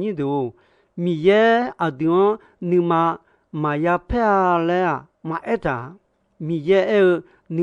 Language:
Akha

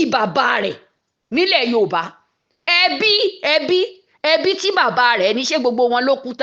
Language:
Yoruba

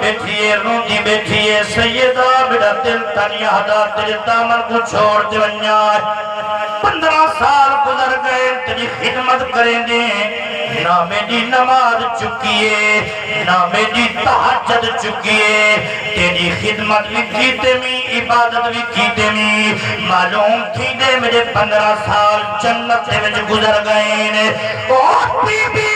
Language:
Saraiki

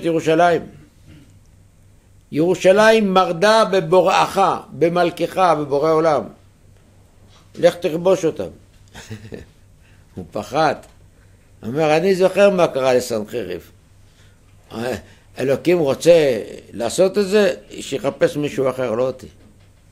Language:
Hebrew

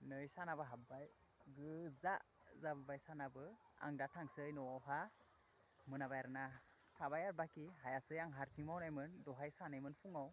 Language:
Bodo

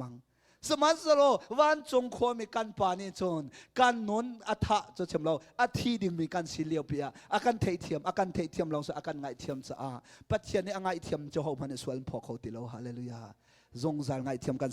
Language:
Hakha Chin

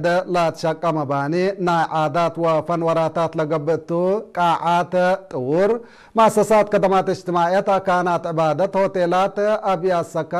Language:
Tigre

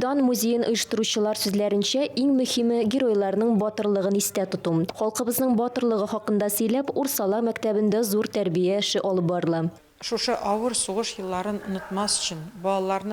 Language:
Tatar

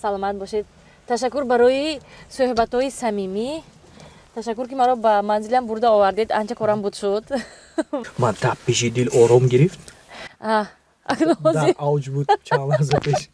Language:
Tajik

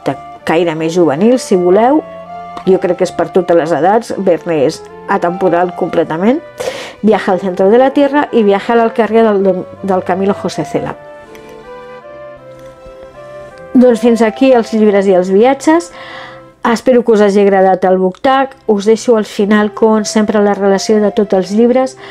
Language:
Catalan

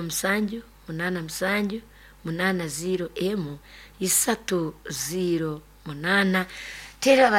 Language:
Nyoro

